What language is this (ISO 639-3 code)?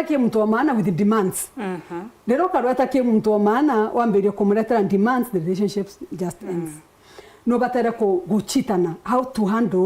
mer